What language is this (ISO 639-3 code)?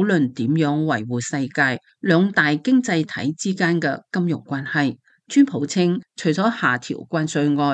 yue